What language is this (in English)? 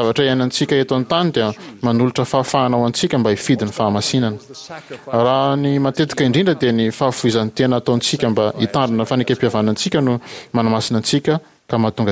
Malagasy